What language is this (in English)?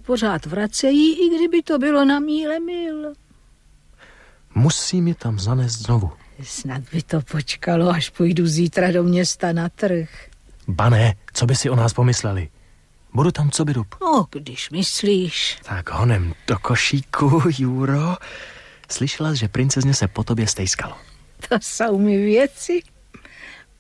Czech